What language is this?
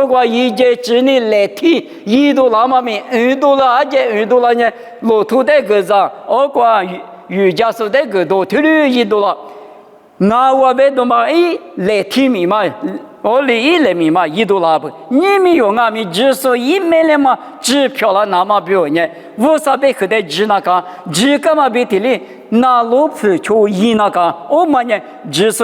Lisu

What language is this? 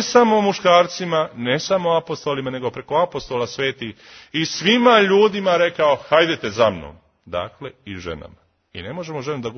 Serbian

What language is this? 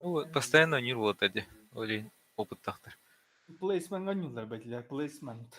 Yakut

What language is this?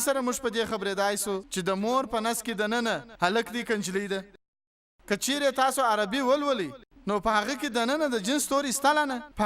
Pashto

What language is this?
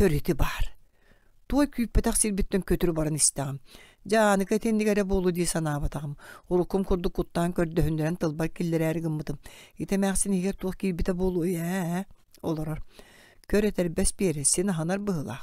Yakut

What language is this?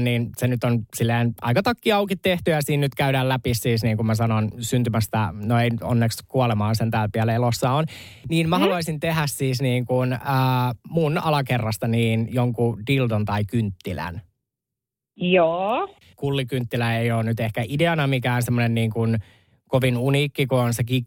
Finnish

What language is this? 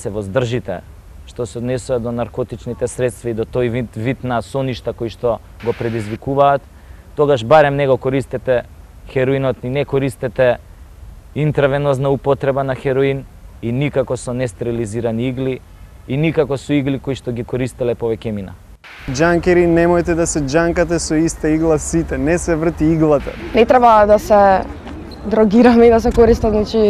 Macedonian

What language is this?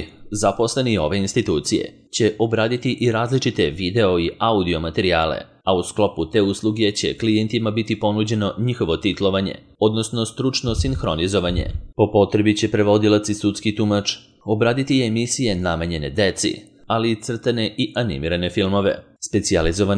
Serbian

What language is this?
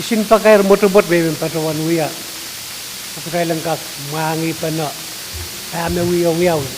Pohnpeian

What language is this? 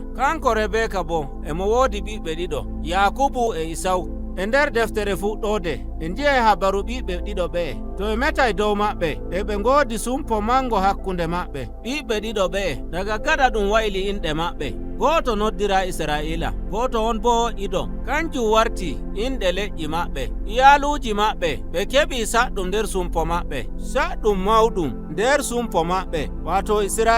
Nigerian Fulfulde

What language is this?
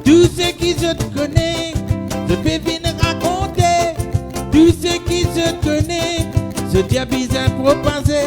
Morisyen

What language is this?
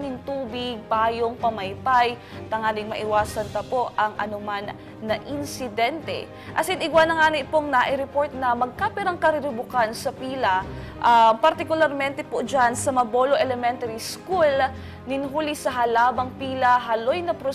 Bikol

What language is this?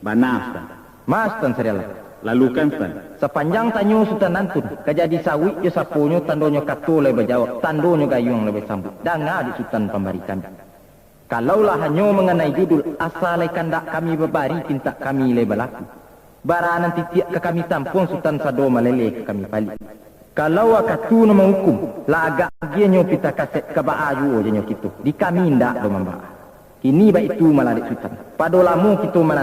Minangkabau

